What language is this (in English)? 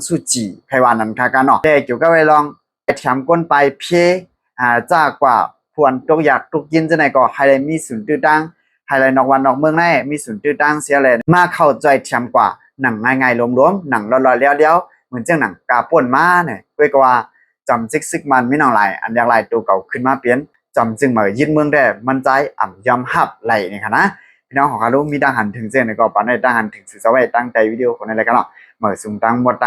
Shan